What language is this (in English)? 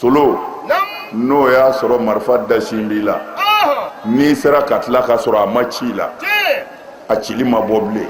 Bambara